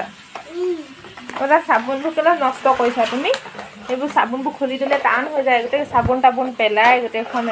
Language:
Assamese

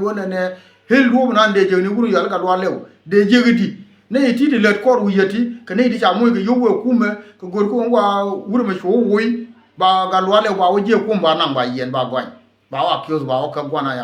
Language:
Nuer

